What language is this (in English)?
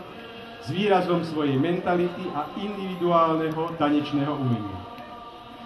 Slovak